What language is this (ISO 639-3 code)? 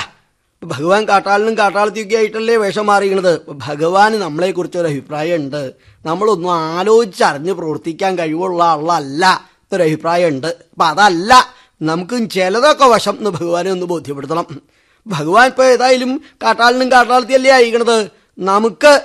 mal